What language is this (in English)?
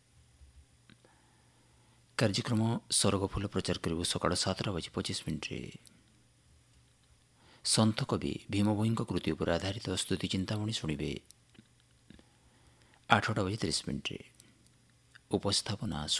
Odia